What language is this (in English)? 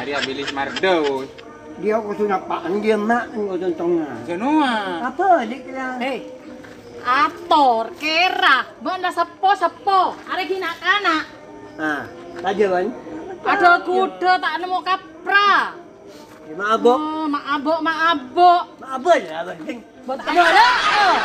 Madurese